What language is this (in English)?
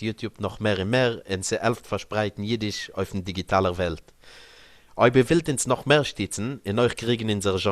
Yiddish